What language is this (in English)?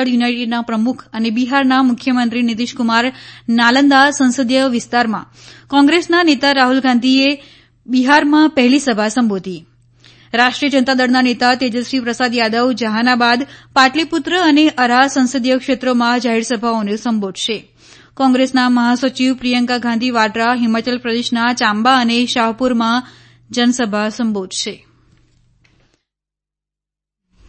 Gujarati